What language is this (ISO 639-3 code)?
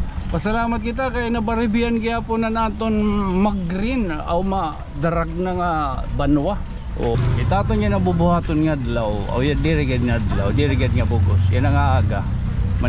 war